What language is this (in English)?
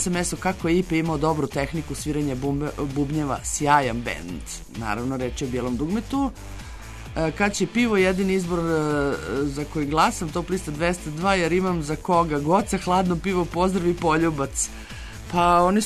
Serbian